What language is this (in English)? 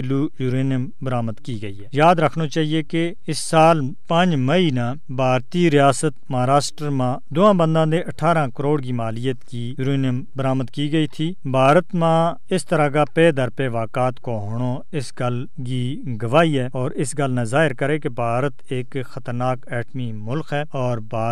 Gujari